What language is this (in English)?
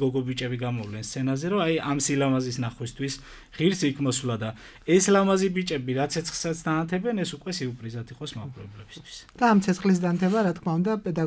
Georgian